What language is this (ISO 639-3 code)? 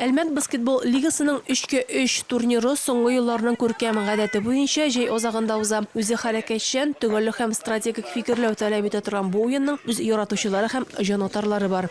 tat